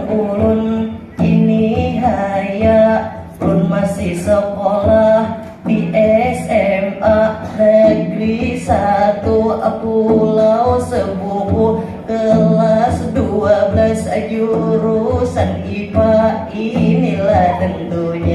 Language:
Banjar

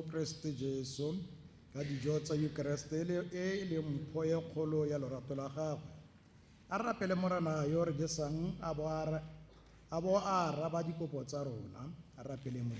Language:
Tswana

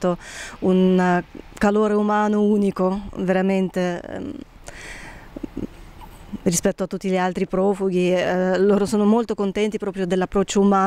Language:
Italian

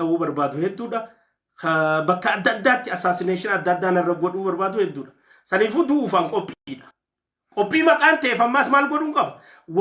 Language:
Oromo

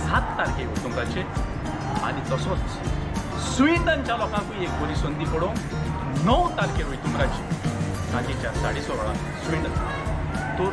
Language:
Konkani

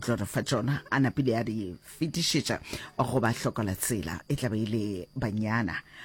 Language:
Northern Sotho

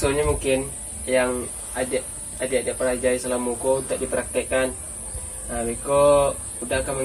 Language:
Minangkabau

